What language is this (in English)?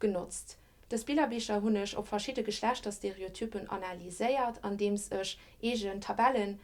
Luxembourgish